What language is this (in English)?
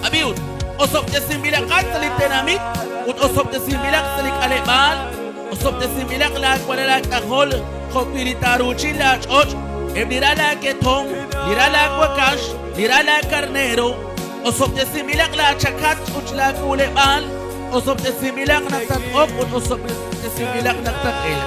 Kekchí